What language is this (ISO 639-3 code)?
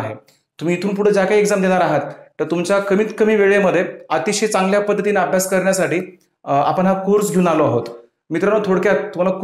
mar